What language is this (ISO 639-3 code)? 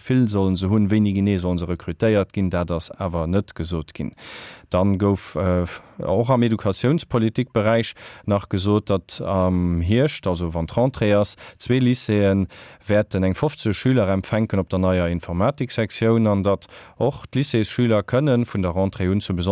ltz